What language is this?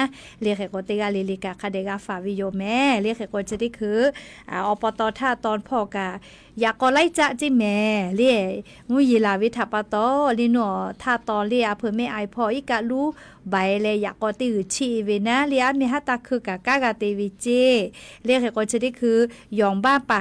Lahu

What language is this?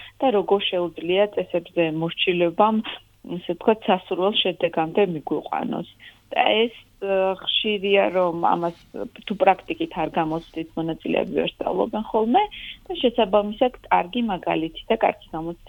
Georgian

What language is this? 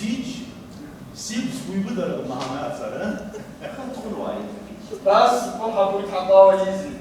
Kabardian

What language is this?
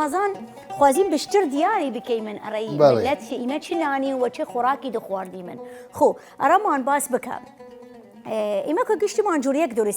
Southern Kurdish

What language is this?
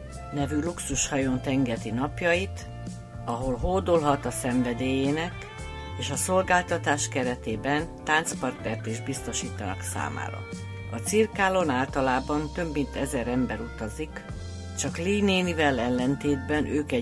Hungarian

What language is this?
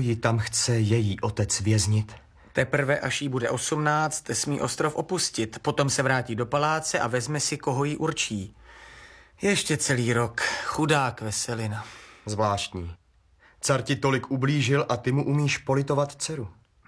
Czech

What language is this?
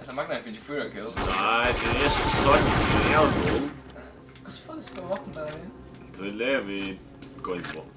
Faroese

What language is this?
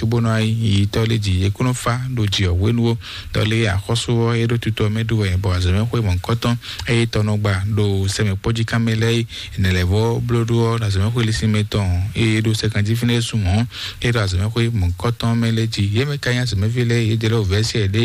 Fon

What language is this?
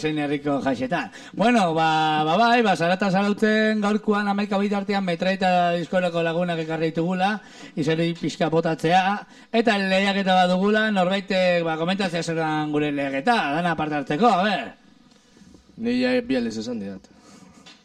Basque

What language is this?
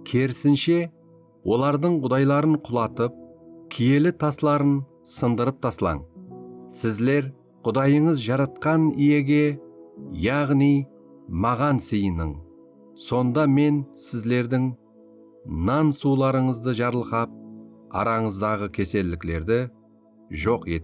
Kara-Kalpak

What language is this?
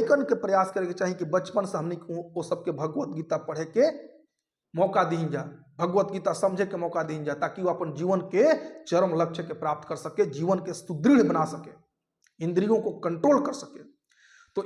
Bhojpuri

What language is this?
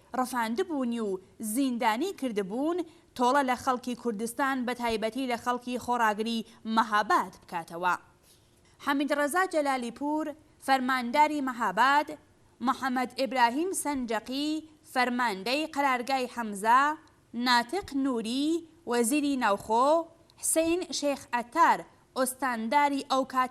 Central Kurdish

